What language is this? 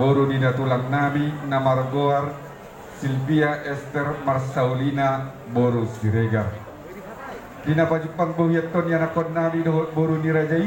Batak Toba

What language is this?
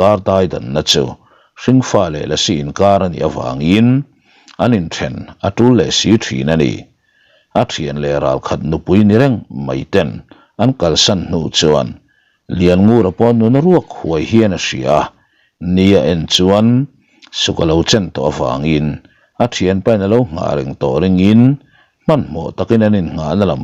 Mizo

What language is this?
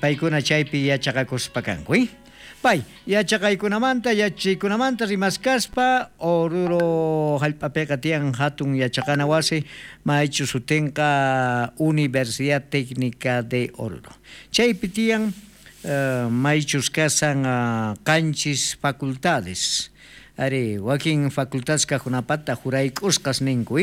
South Bolivian Quechua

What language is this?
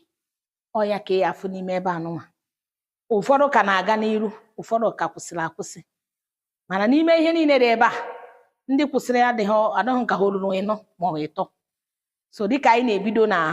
Igbo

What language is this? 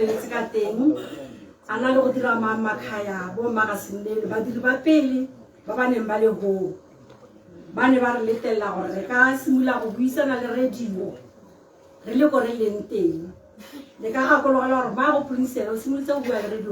Tswana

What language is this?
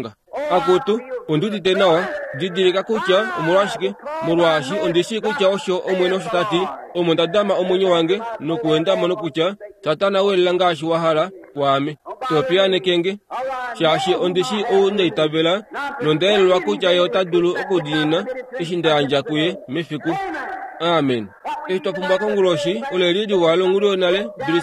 Kuanyama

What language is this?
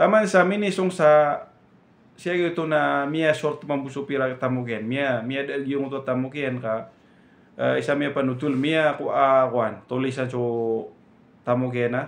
Maranao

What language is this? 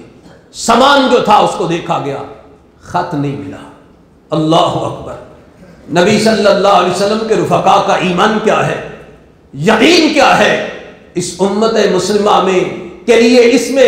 Urdu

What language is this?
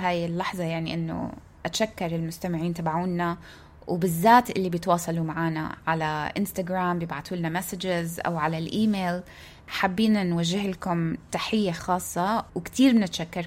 North Levantine Arabic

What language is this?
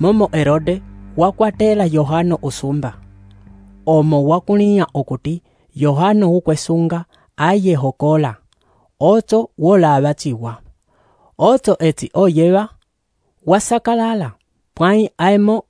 Umbundu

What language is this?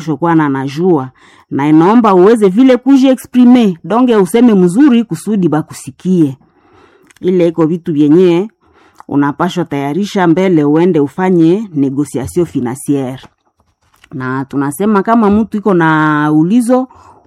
Swahili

